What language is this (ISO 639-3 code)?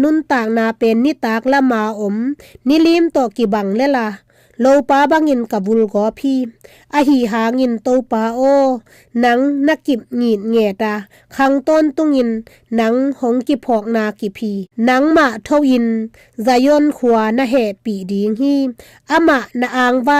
ctd